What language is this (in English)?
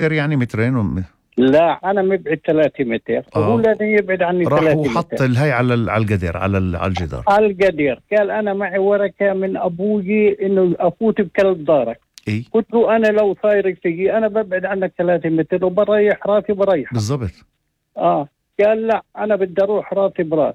North Levantine Arabic